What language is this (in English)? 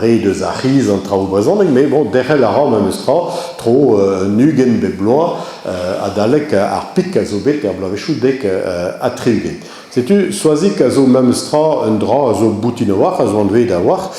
Breton